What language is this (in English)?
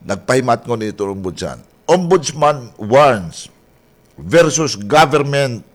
Waray